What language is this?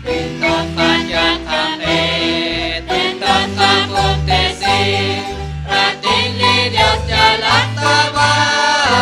Kekchí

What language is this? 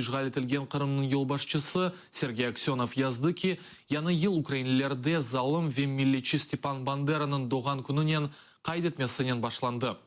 Crimean Tatar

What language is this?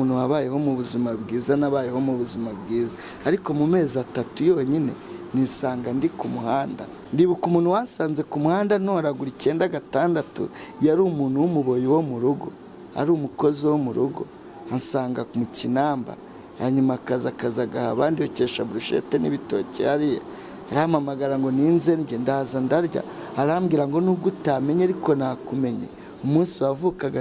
Kinyarwanda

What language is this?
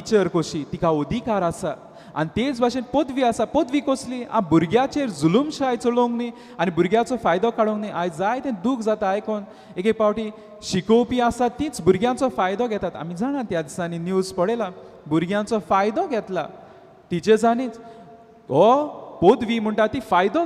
Konkani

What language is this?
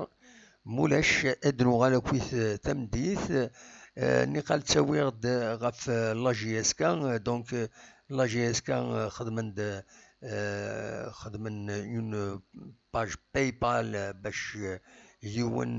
Kabyle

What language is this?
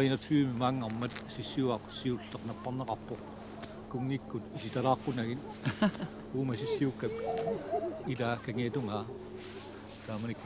Kalaallisut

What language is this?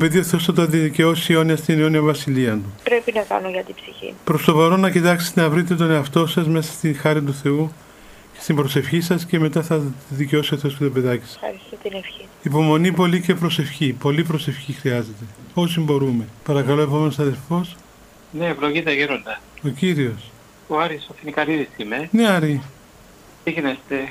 Greek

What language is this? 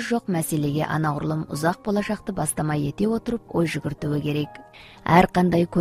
Kazakh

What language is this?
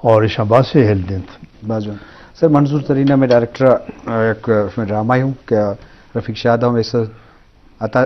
Eastern Balochi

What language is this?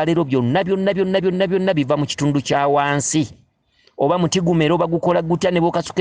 Ganda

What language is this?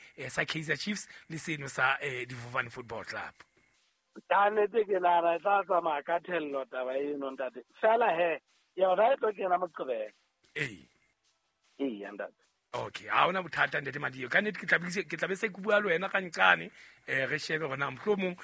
Southern Sotho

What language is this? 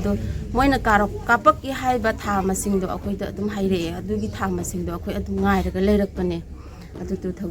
Manipuri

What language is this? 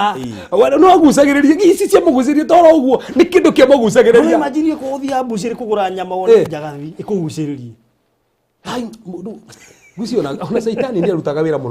Kikuyu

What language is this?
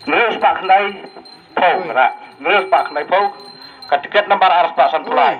Khasi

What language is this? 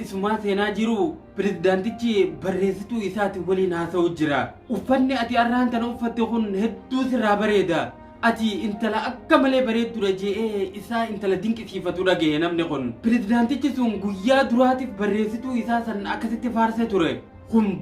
Oromo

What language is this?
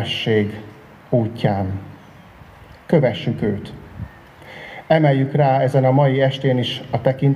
Hungarian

